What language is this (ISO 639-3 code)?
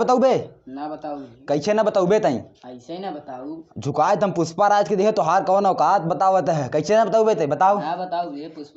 awa